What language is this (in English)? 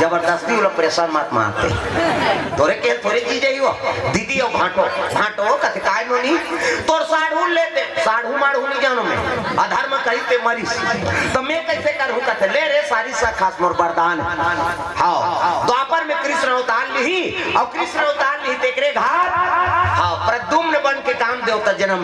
Chhattisgarhi